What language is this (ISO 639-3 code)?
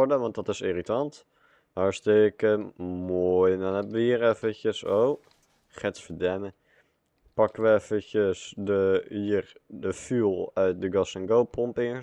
nld